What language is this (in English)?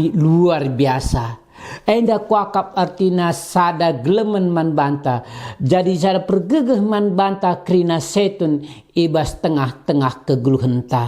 Batak Karo